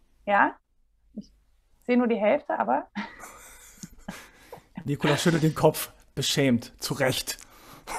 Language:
German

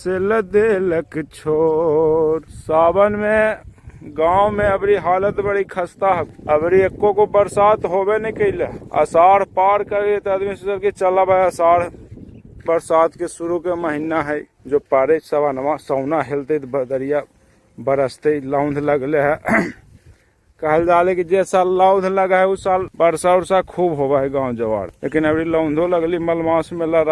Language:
Magahi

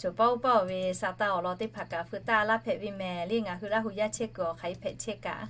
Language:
Lahu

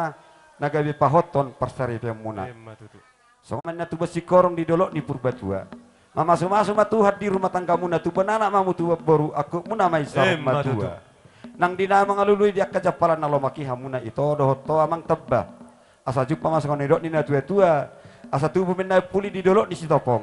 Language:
Batak Toba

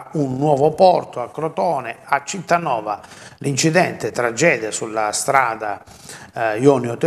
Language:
Italian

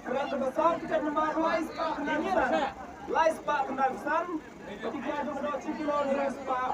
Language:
Khasi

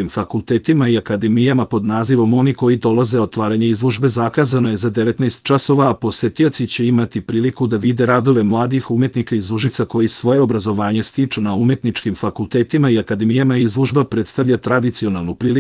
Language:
Serbian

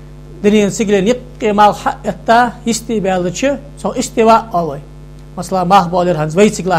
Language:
Ingush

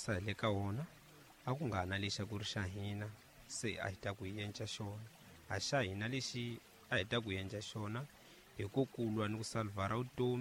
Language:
Tsonga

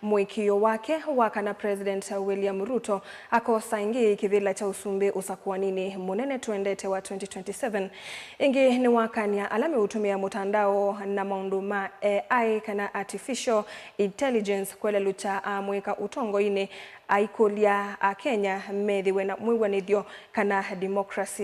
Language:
Kamba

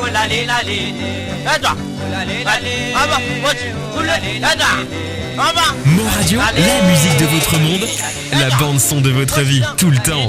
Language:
Morisyen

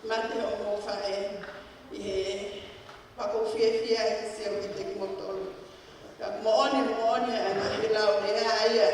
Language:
Tongan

